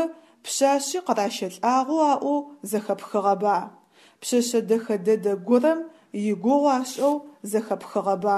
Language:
Adyghe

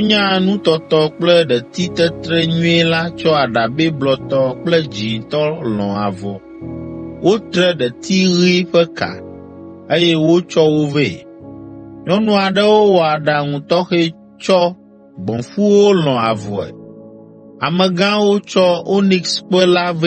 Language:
Ewe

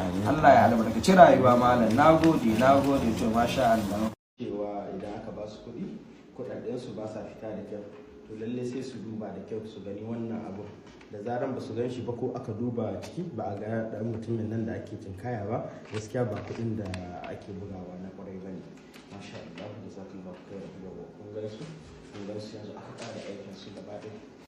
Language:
Hausa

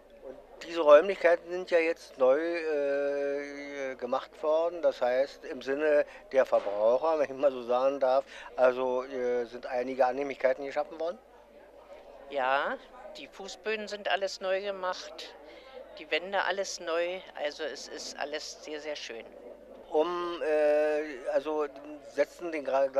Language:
German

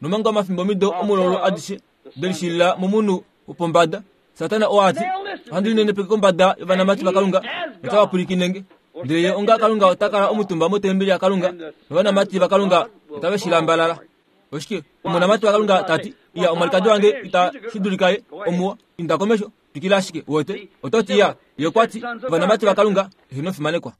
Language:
Kuanyama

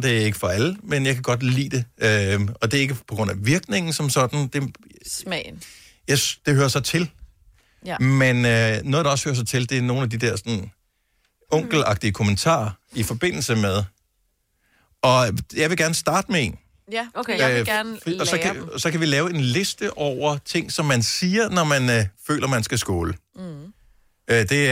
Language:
Danish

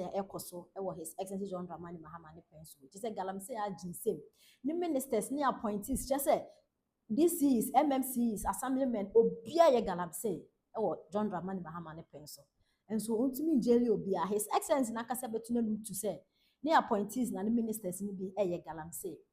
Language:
Akan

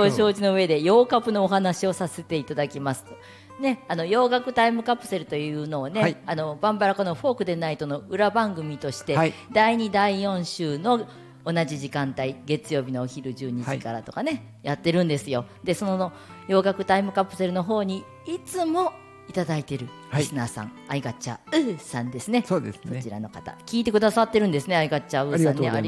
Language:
Japanese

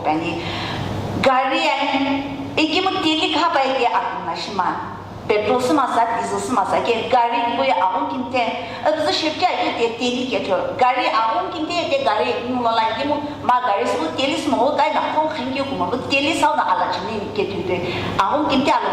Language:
Sumi Naga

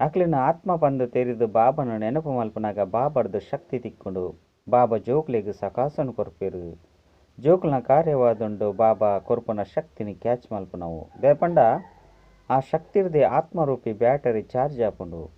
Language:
Tulu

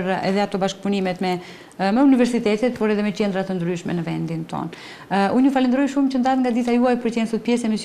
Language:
Albanian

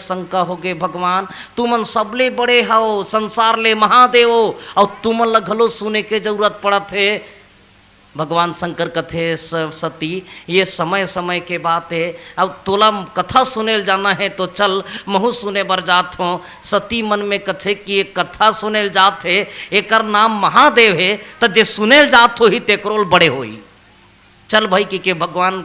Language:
Chhattisgarhi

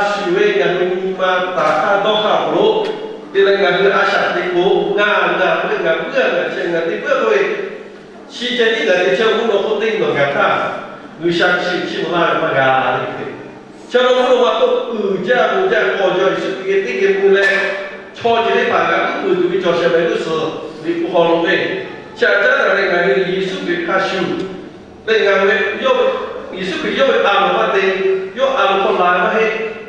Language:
Lahu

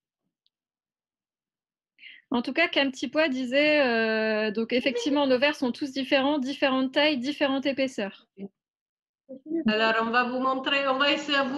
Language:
French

